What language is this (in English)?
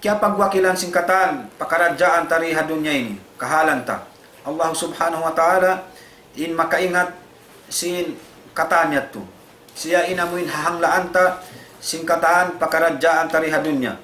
Tausug